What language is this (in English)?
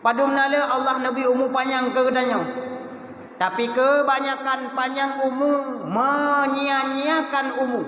Achinese